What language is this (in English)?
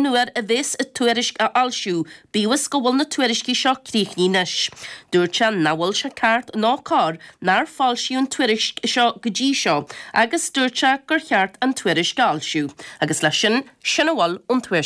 Irish